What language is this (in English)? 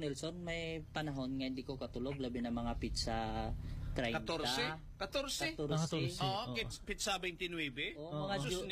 Hiligaynon